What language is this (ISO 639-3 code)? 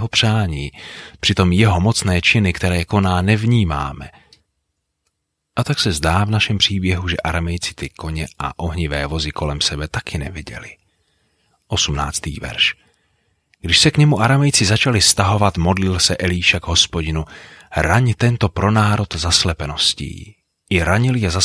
ces